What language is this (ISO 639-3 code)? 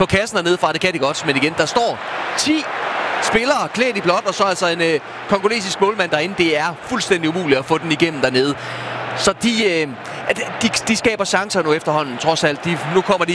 dan